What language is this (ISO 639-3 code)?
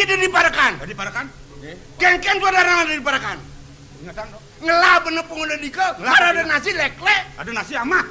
ban